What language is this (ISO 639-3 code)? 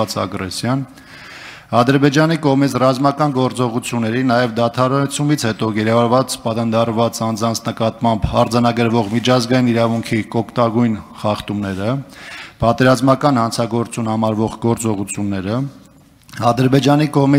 hye